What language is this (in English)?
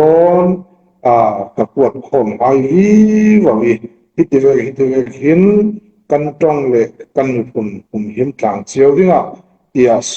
Falam Chin